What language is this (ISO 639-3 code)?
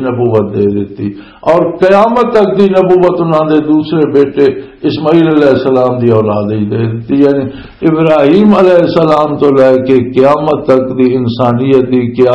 lah